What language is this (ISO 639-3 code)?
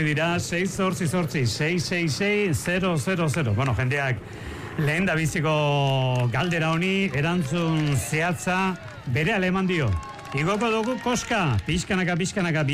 eus